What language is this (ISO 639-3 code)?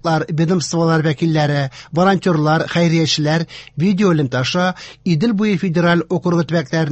tat